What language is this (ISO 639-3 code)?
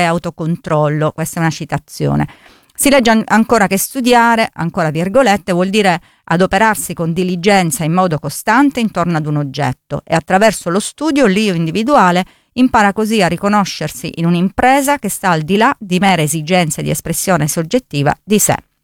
ita